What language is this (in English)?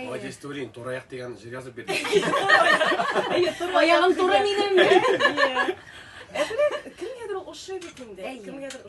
Tatar